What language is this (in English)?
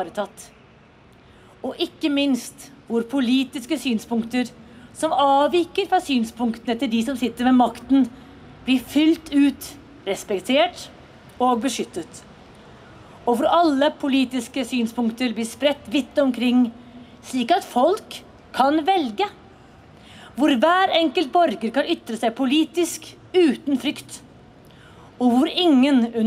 Norwegian